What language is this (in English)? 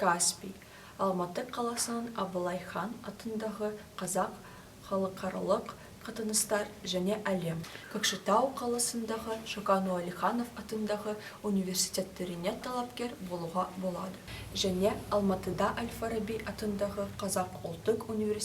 Kazakh